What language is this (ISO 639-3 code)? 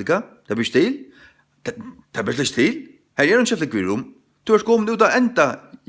fao